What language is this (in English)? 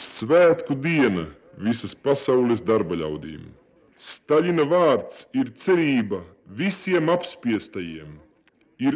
Latvian